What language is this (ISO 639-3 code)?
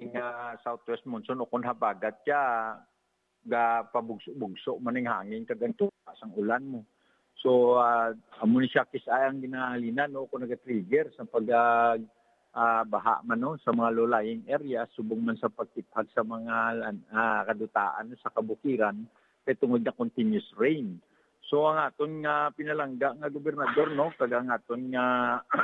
hil